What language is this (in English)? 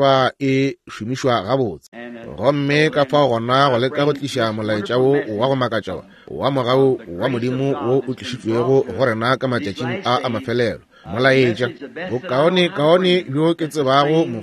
Northern Sotho